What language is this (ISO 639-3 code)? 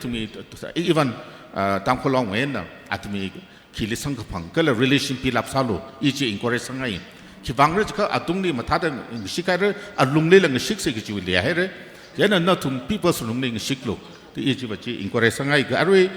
nmf